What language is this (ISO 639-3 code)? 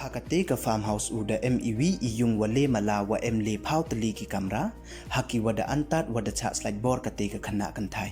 pbv